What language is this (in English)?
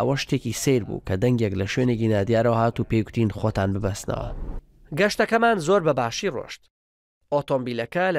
Central Kurdish